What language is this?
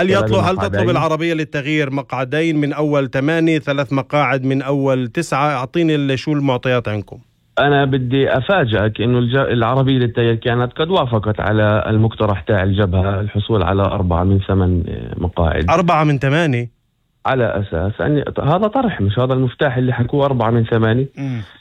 North Levantine Arabic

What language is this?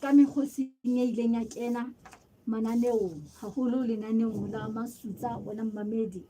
Southern Sotho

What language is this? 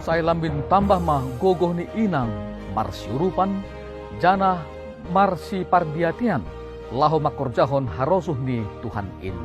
Batak Simalungun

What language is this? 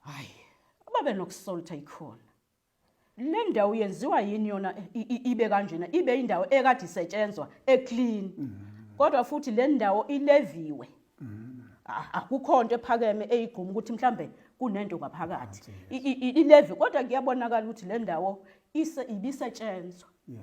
Zulu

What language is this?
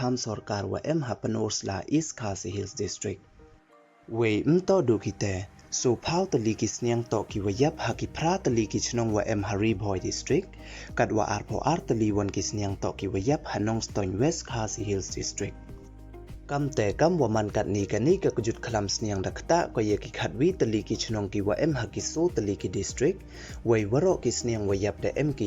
Pnar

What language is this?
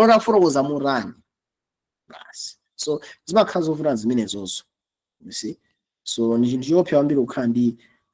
Nyanja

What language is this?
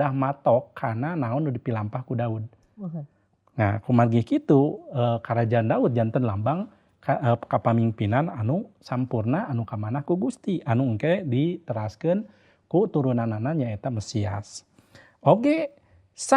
Sundanese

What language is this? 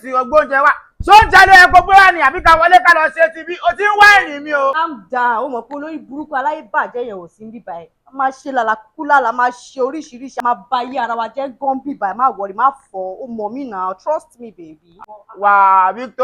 Yoruba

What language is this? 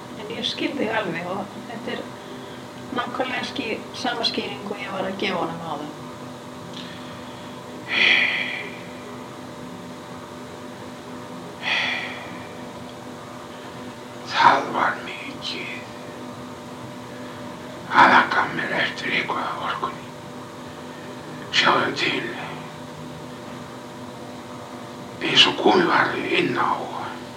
Icelandic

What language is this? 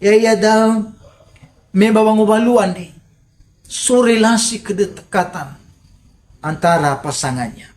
Nias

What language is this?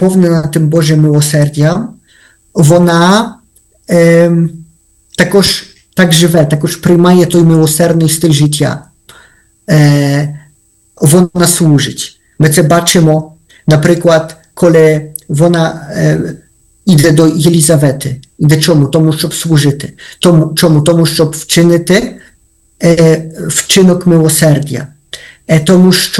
Ukrainian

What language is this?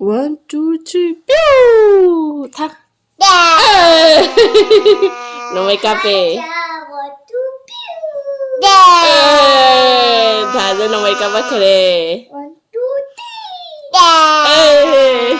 Manipuri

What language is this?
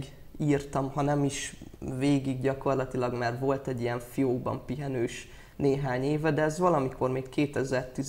Hungarian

